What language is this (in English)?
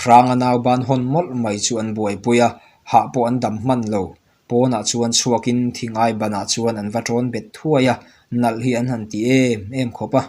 Mizo